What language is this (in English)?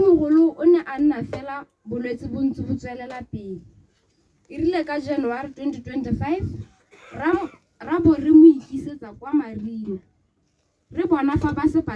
Tswana